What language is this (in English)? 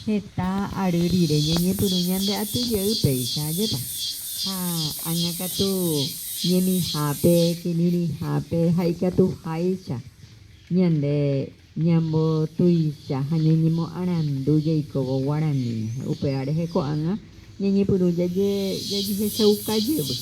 Guarani